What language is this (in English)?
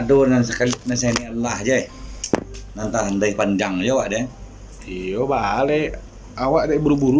Minangkabau